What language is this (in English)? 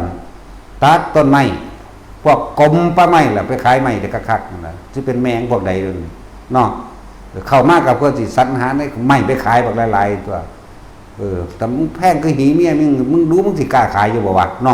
Northeastern Thai